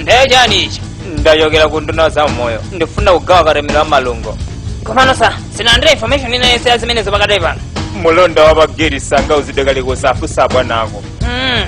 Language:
Nyanja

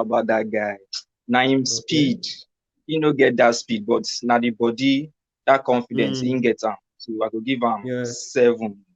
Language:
Nigerian Pidgin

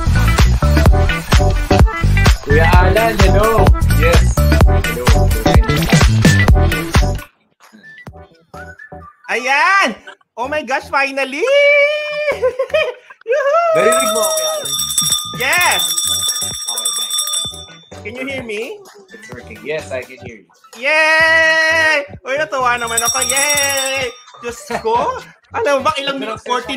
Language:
Filipino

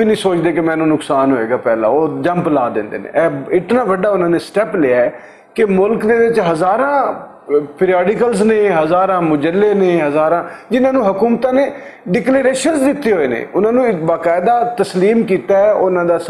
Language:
Western Panjabi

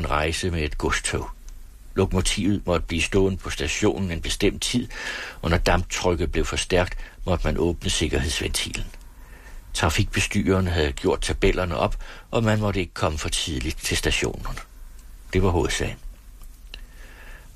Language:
Danish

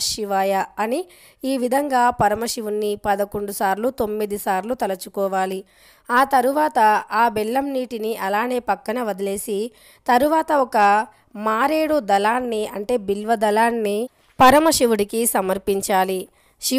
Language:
Telugu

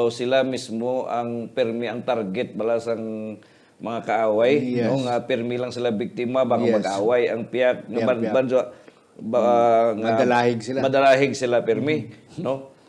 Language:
Hiligaynon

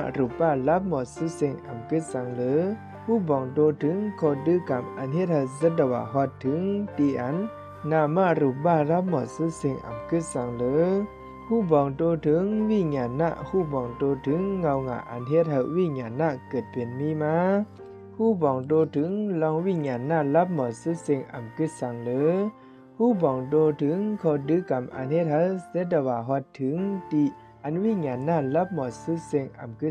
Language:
Shan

